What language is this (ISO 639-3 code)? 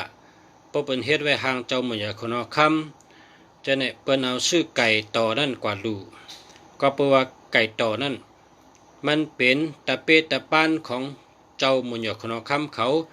shn